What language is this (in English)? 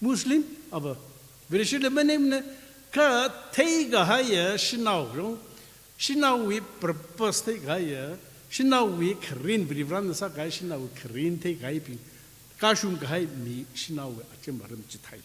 Tangkhul Naga (India)